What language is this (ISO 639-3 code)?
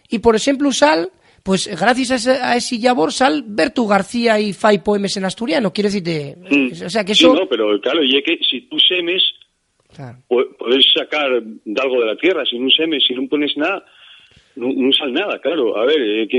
ast